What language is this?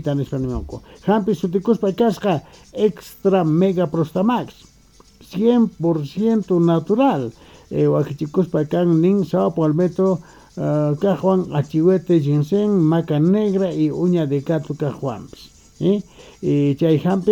South Bolivian Quechua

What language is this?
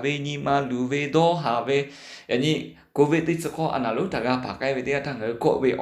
Lahu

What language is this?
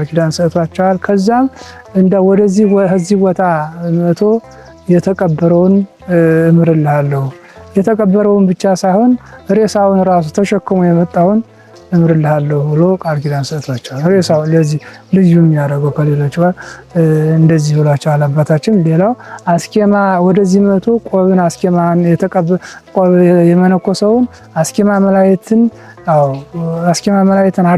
Amharic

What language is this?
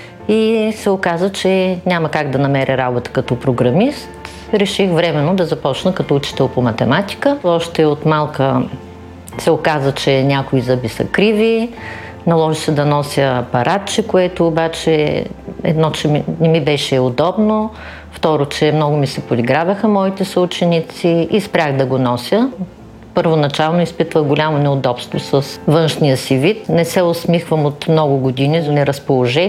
Bulgarian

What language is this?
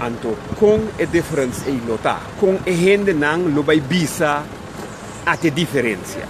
Papiamento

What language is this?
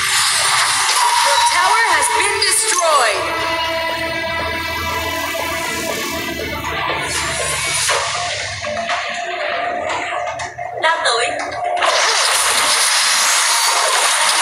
Vietnamese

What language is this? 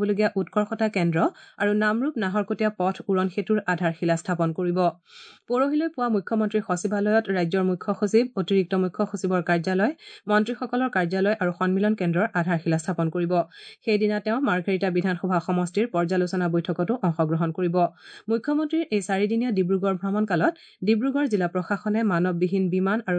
Assamese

